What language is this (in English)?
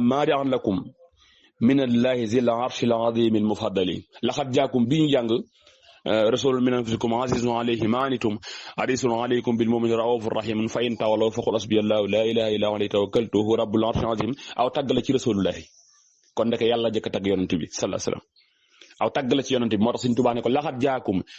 Wolof